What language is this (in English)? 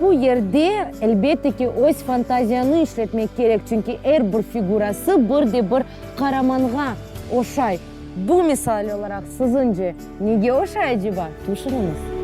Crimean Tatar